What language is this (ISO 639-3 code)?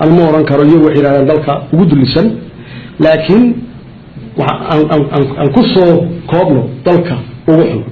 som